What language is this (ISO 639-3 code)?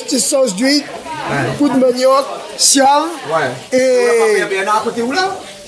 rcf